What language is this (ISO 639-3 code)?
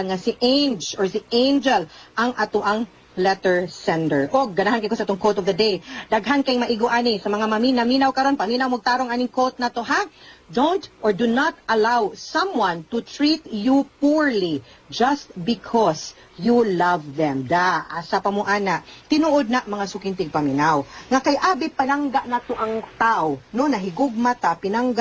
ceb